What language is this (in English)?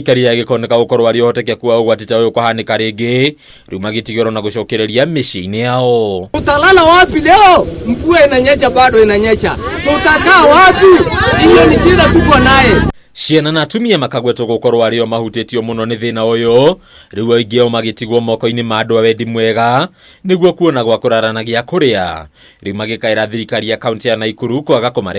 Kikuyu